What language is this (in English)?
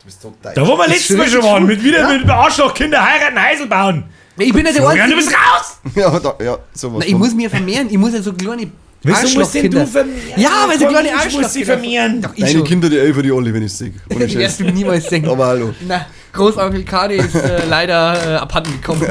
Bavarian